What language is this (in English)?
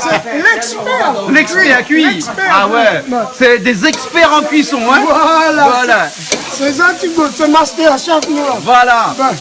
Réunion Creole French